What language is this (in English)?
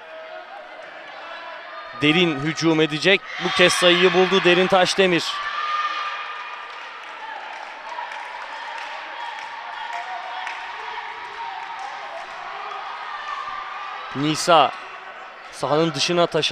Turkish